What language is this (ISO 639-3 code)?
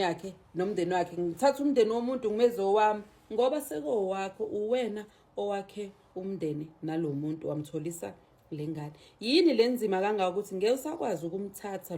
zul